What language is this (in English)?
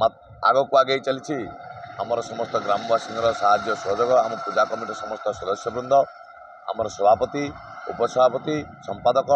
Odia